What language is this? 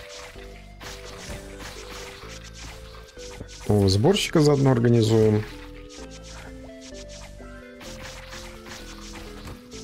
Russian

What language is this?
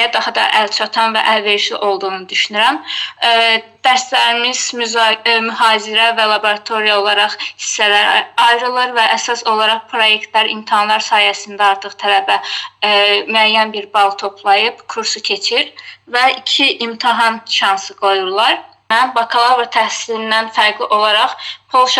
Azerbaijani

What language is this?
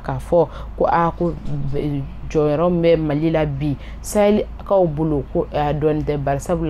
Bambara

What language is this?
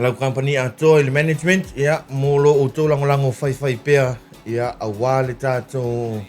Samoan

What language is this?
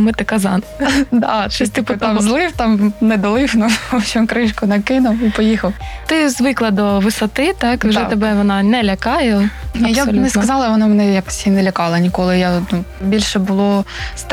Ukrainian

